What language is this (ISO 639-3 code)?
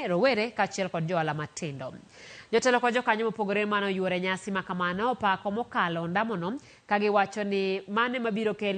luo